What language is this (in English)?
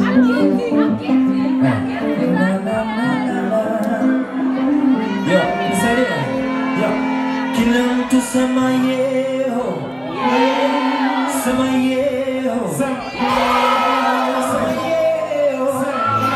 Swahili